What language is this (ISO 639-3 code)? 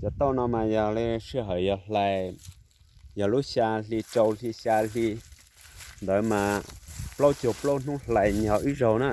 hmn